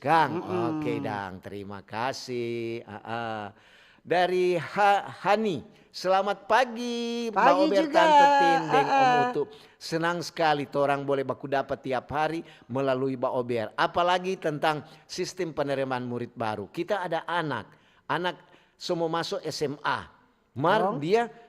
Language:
Manado Malay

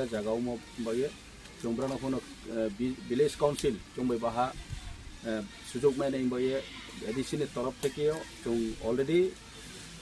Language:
Riang (India)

